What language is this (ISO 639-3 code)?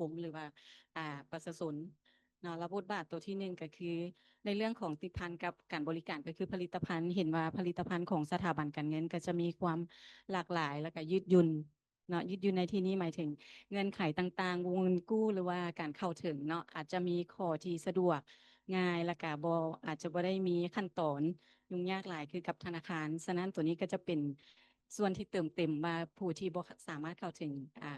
lao